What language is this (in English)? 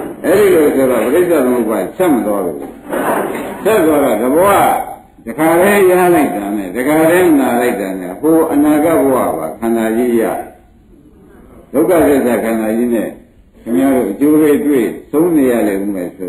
Burmese